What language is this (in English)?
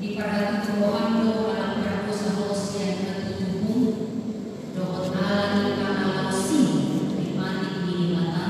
Batak Toba